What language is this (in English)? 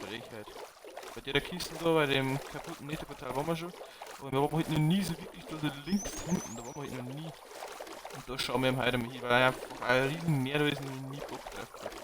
Bavarian